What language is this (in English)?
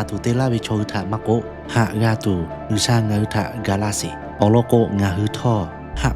Lahu